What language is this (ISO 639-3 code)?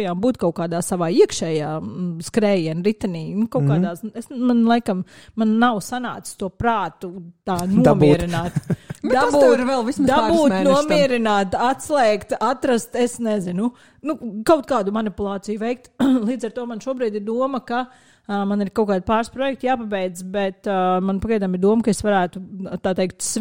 lav